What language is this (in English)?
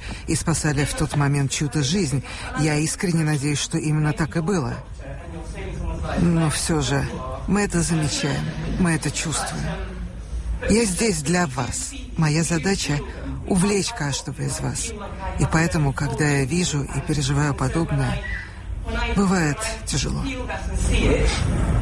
Russian